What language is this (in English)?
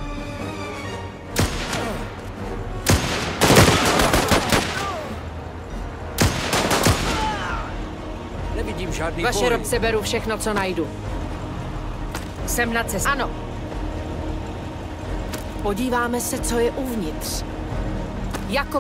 Czech